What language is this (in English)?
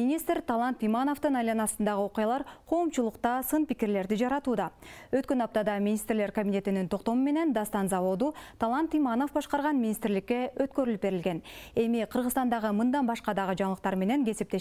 Kyrgyz